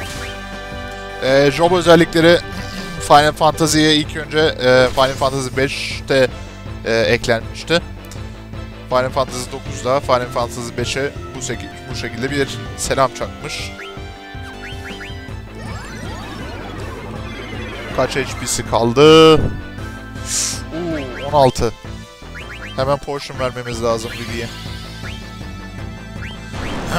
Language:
Turkish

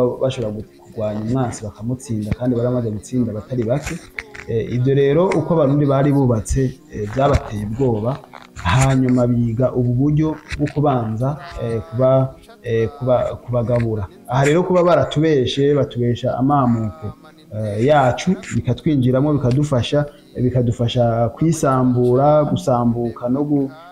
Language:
Rundi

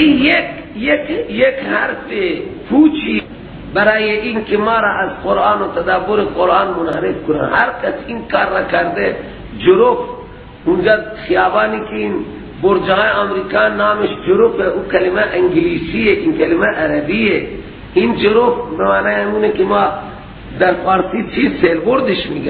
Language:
Persian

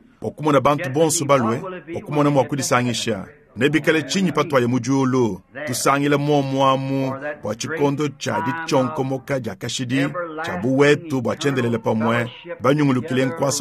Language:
Luba-Lulua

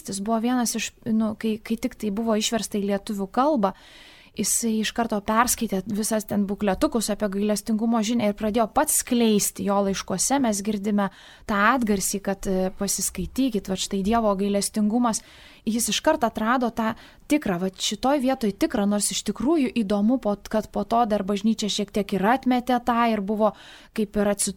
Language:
Lithuanian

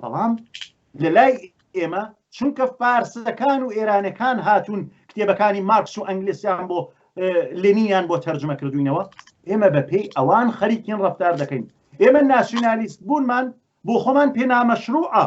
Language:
Central Kurdish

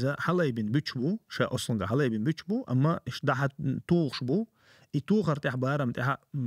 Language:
Chechen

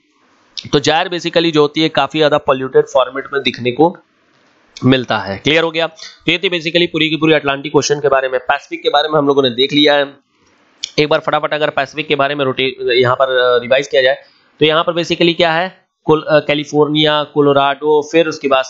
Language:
Hindi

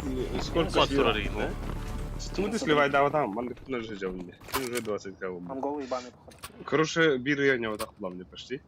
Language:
Yakut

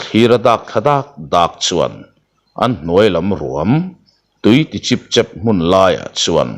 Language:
Mizo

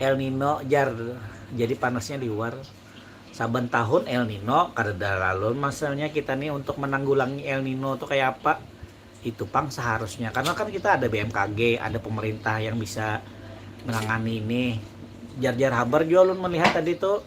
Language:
Banjar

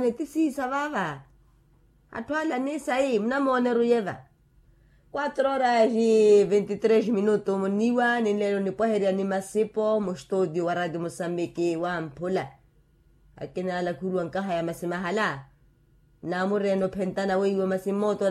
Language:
Makhuwa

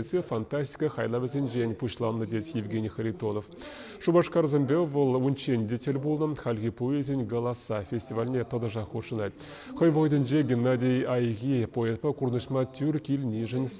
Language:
Chuvash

